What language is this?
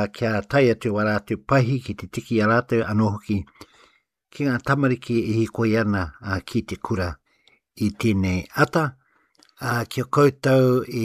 Māori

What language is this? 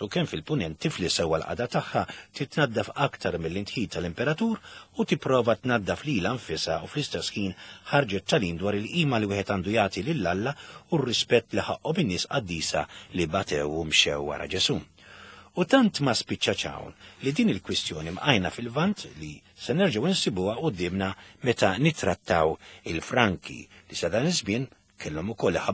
Maltese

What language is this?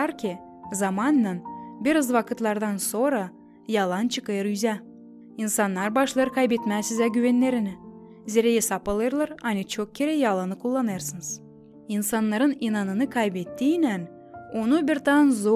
Gagauz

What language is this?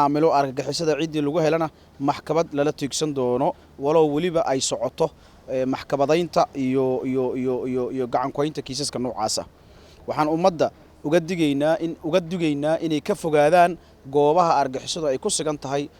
Somali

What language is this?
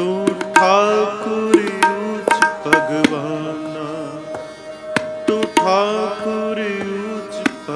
Punjabi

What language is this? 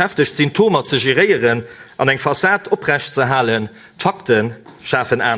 Luxembourgish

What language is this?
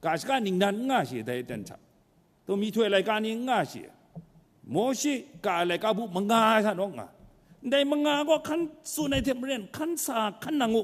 Kachin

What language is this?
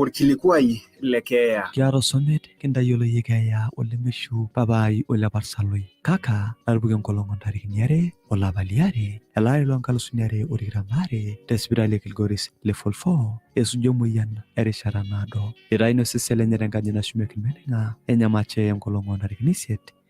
Masai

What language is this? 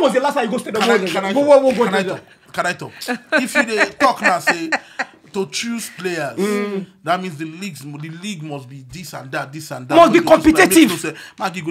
Nigerian Pidgin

